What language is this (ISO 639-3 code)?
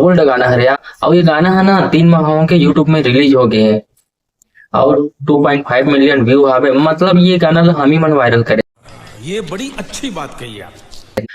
hne